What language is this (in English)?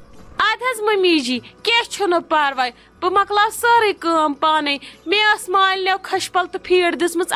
Kashmiri